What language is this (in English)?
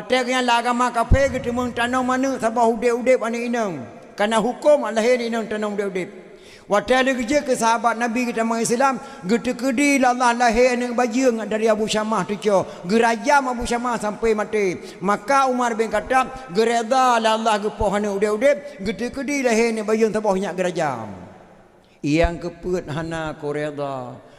Achinese